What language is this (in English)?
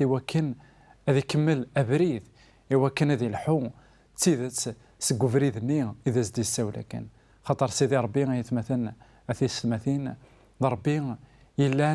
Kabyle